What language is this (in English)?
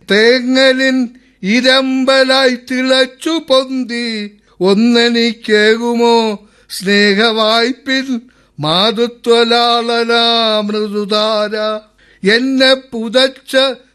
Malayalam